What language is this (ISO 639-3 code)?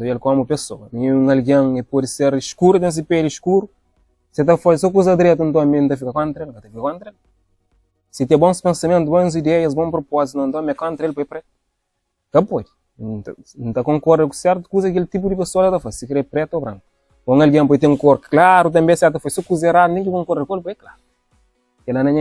kea